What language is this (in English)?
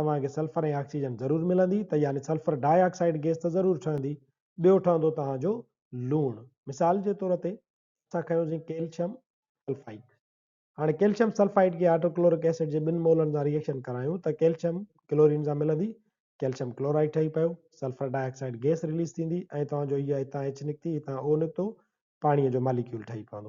Sindhi